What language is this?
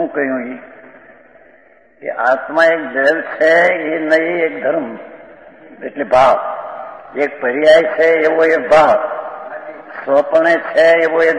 Gujarati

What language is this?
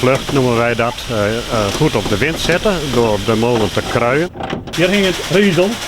Western Frisian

